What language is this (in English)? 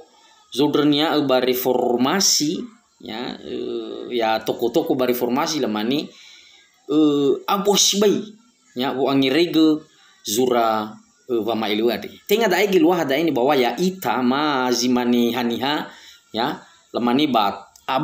Nias